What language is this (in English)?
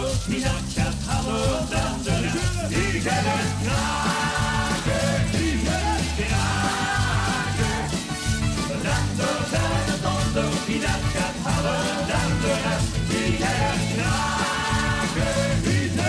Limburgish